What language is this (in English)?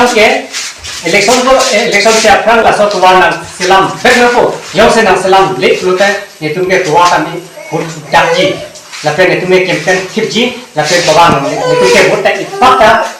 Karbi